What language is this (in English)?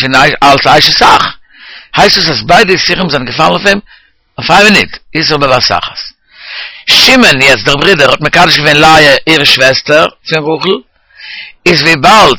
Yiddish